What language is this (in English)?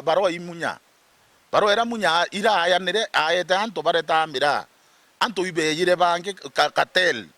Meru